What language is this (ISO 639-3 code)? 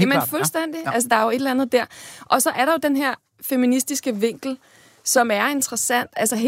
dan